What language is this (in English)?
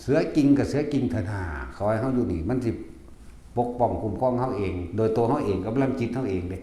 Northeastern Thai